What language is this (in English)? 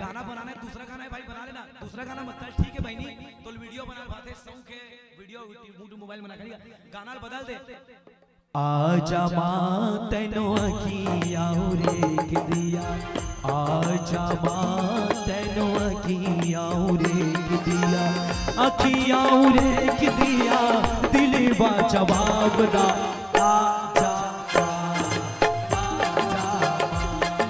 Chhattisgarhi